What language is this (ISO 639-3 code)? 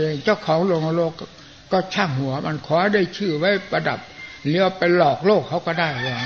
tha